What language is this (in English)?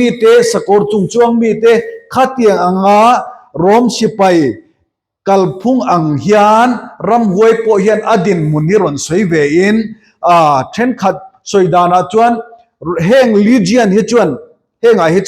Mizo